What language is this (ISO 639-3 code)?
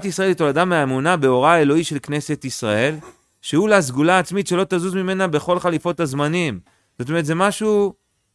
heb